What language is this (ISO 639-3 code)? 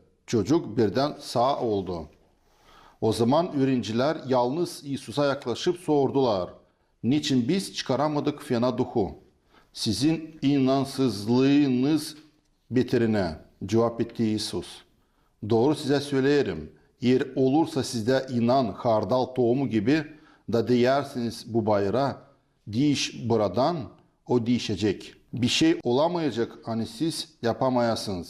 gag